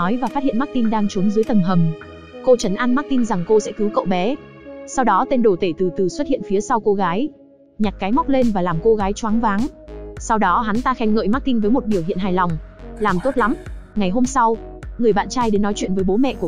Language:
Vietnamese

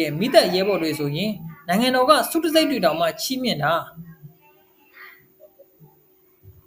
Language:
Burmese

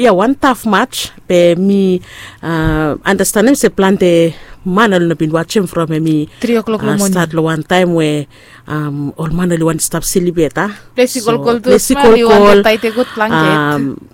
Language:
Bislama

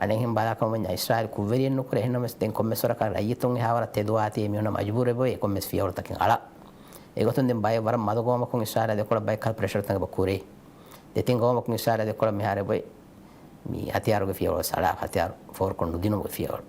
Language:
Divehi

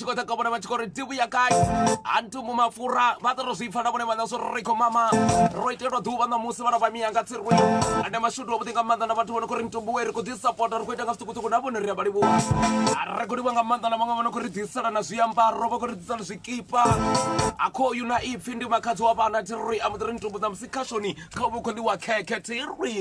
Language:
Venda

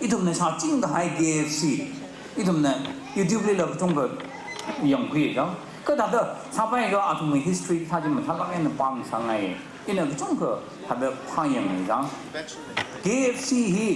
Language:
Tangkhul Naga (India)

